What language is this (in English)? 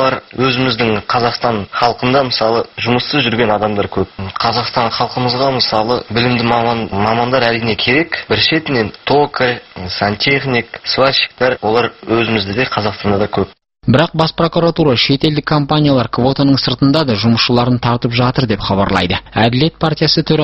Kazakh